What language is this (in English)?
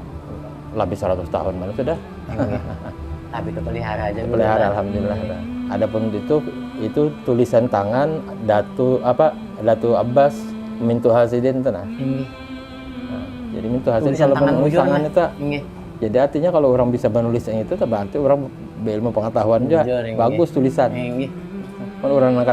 Banjar